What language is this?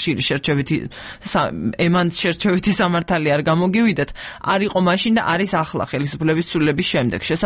Georgian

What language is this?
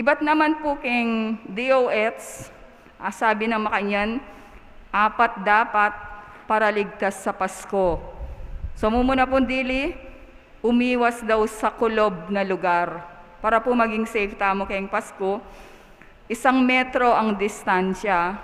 Pampanga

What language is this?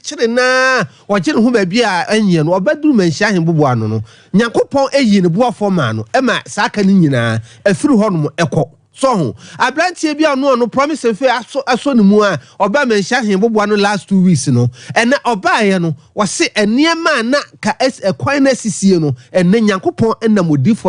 Akan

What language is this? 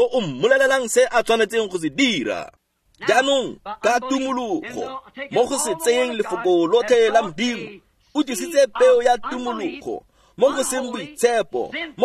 Tswana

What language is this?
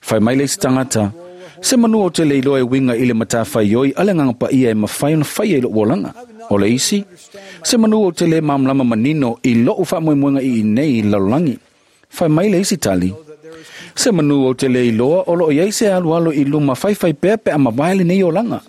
Samoan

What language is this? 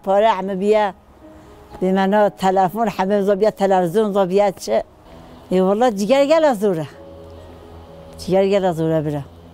Kurdish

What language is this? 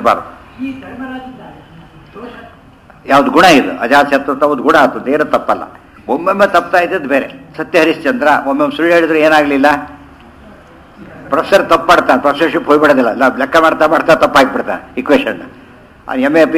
Kannada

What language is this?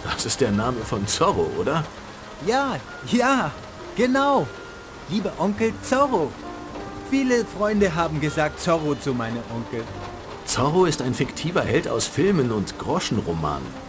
Bavarian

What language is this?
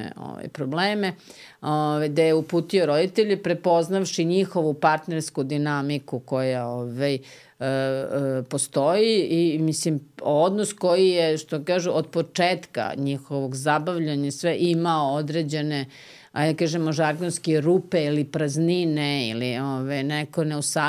Serbian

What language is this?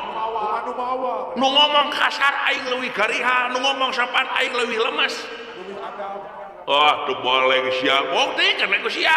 Sundanese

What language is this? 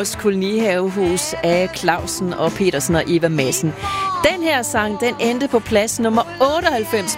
Danish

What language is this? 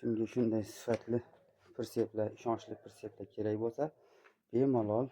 Uzbek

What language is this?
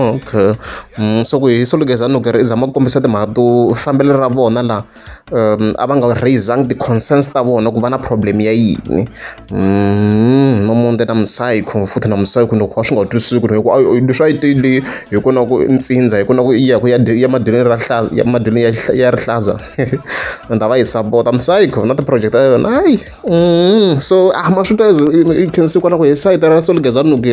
Tsonga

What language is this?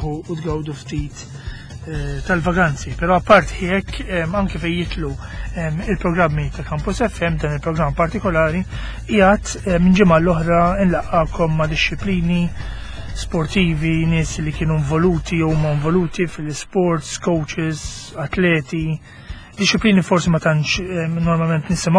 Maltese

